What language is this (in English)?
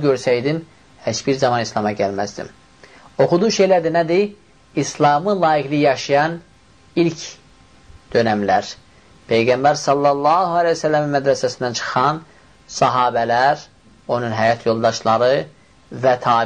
Azerbaijani